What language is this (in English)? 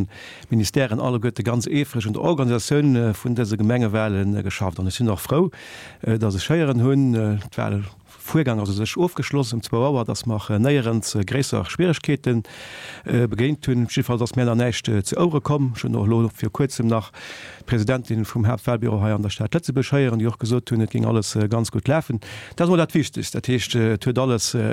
Luxembourgish